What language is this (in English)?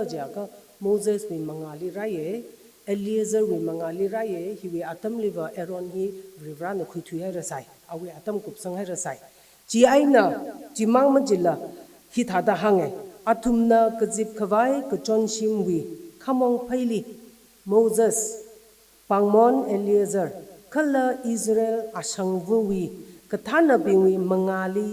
Tangkhul Naga (India)